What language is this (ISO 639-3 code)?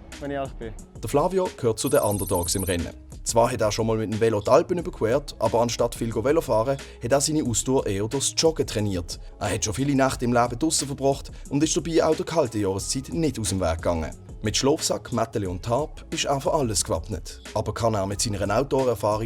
gsw